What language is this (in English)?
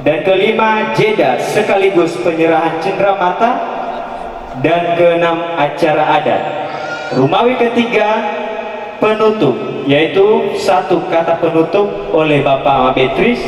Nias